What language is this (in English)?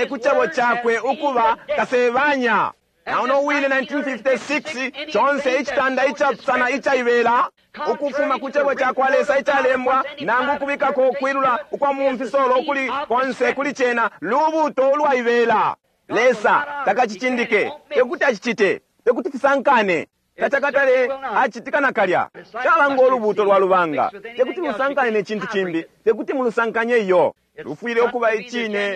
Bemba